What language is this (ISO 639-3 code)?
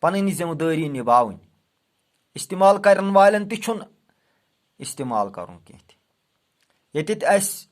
kas